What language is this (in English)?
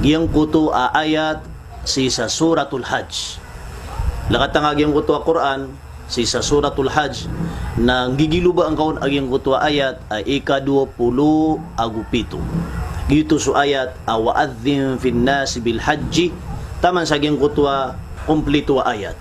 Maranao